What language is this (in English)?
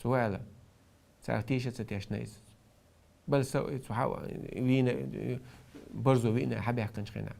Chechen